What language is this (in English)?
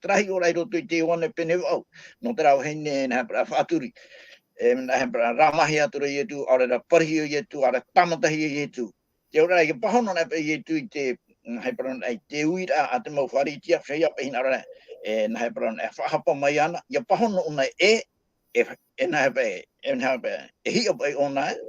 Tahitian